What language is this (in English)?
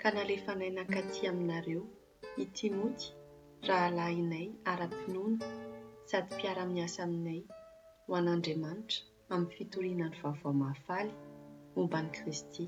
Malagasy